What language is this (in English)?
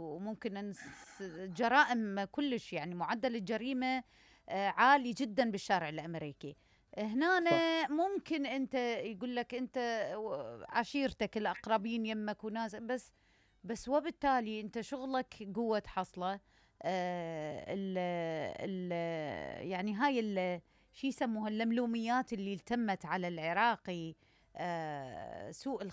Mesopotamian Arabic